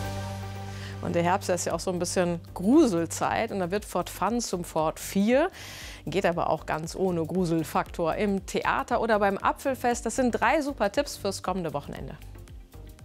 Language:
German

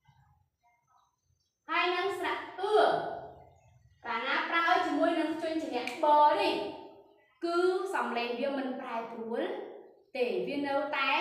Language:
Khmer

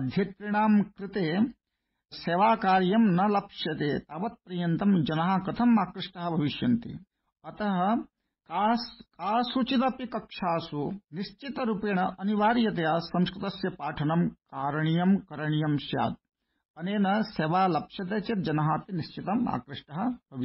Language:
Sanskrit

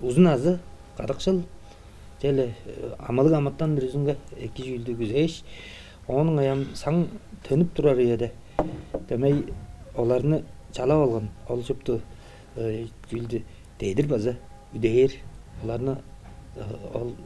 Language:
Tuvinian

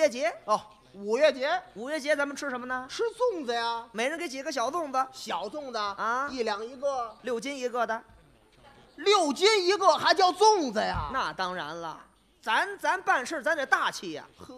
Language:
Chinese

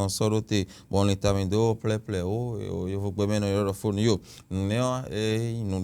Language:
Fon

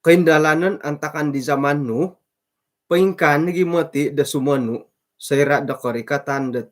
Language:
Central Dusun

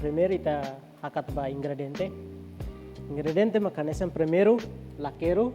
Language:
Tetum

